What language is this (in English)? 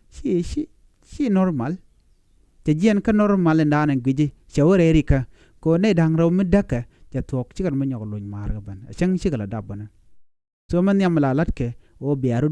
Nuer